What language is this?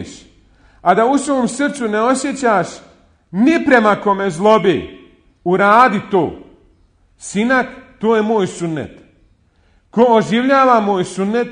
Bosnian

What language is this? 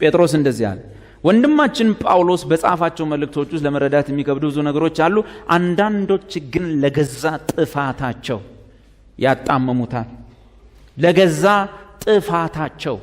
Amharic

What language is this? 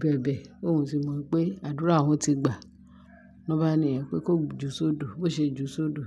Yoruba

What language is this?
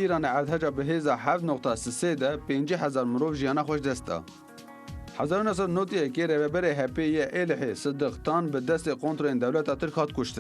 Kurdish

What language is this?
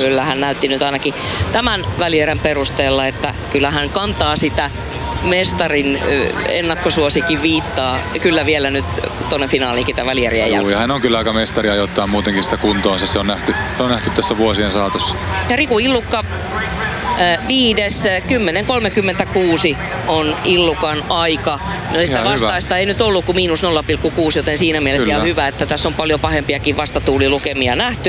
Finnish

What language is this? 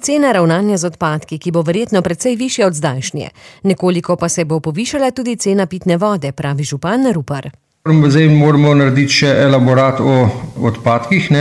Slovenian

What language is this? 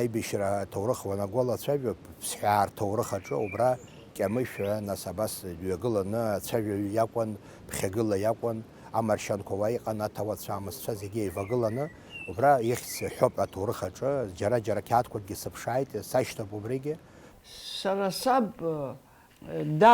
Abkhazian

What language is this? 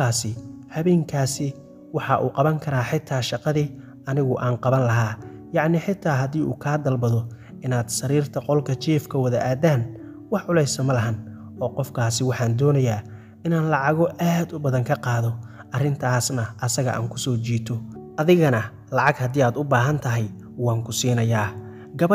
Somali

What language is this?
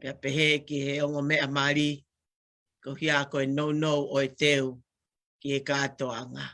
Tongan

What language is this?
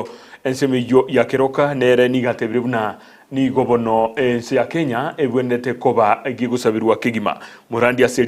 Gusii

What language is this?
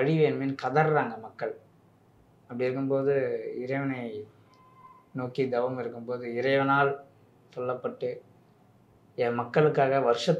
Tamil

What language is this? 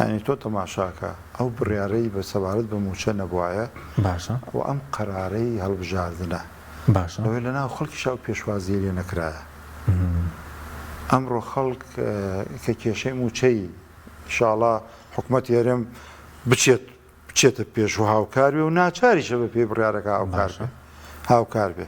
Central Kurdish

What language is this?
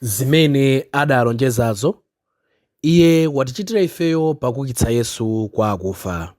Nyanja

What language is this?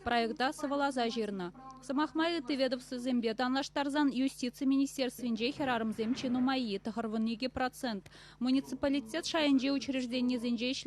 Chuvash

